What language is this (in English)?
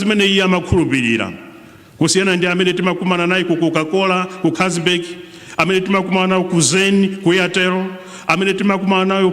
Nyanja